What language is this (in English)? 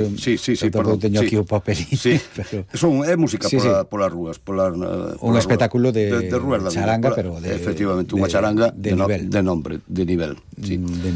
Galician